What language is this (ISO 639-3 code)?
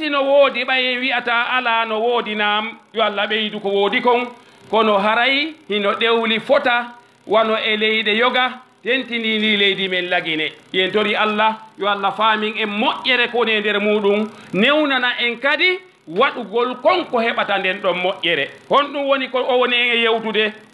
ful